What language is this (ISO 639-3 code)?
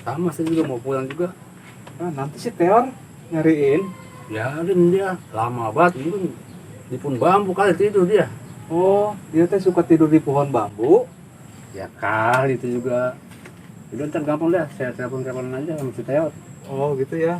bew